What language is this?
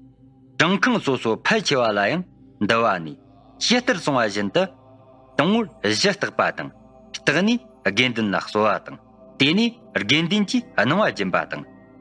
Tibetan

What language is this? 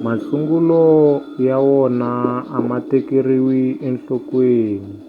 Tsonga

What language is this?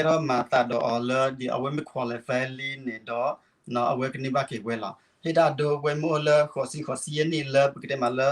S'gaw Karen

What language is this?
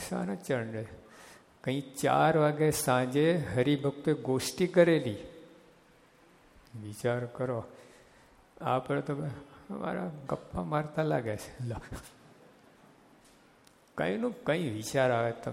Gujarati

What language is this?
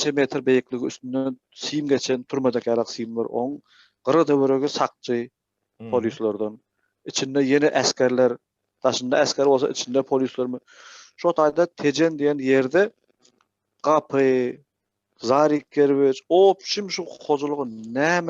Turkmen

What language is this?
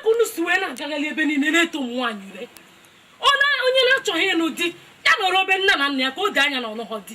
Igbo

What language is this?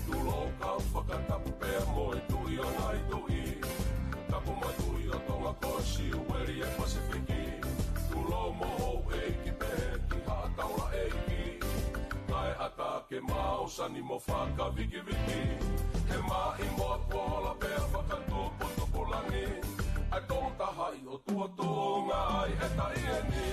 Tongan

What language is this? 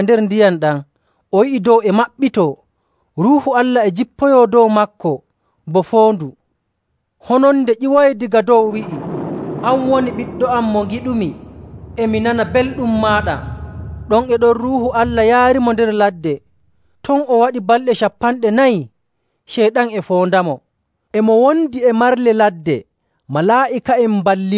Nigerian Fulfulde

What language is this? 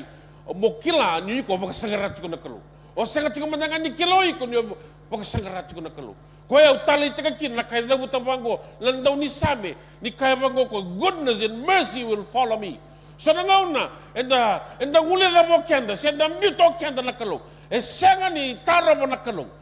Fijian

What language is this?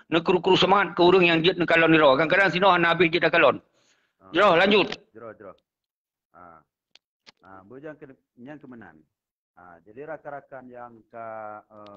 Achinese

